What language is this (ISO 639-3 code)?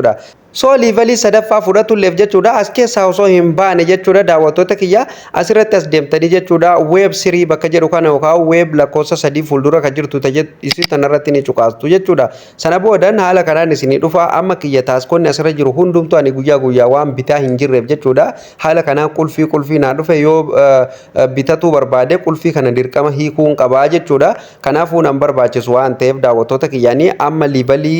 orm